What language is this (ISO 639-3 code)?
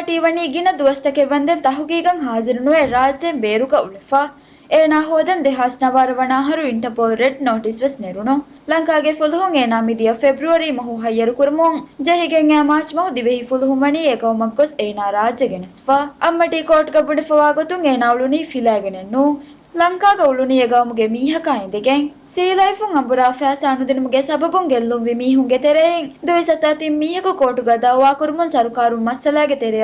div